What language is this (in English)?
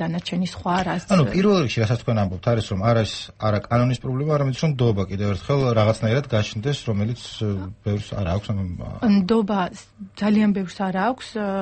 Georgian